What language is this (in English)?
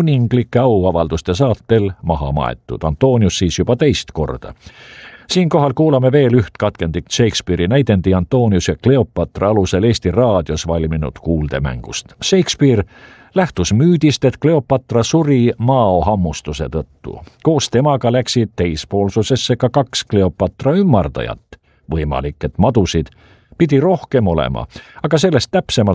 Estonian